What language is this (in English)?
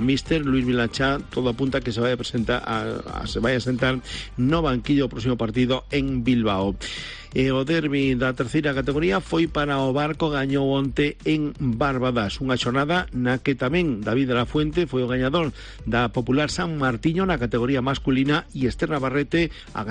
Galician